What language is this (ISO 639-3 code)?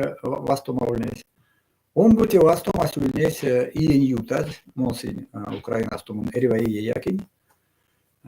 myv